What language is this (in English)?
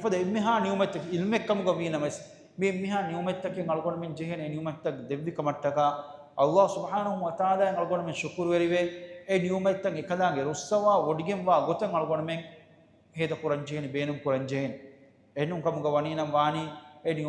Divehi